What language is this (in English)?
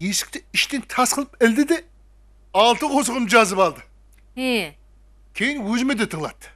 Kara-Kalpak